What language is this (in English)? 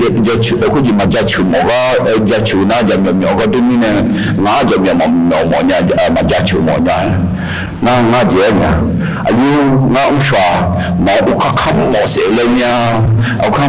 Akha